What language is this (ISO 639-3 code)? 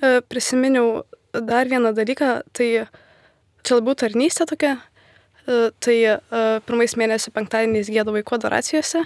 lit